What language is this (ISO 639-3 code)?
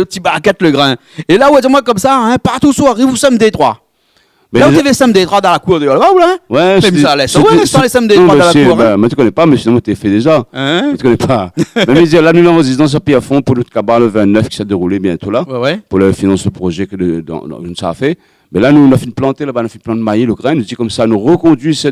rcf